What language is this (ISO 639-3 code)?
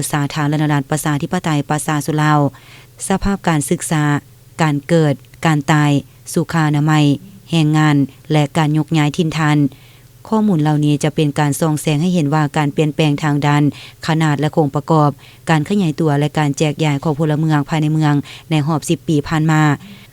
lao